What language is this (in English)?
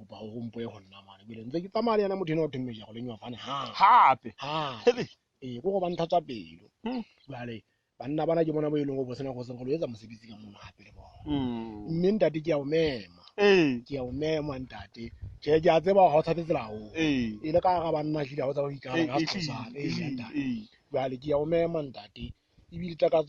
Southern Sotho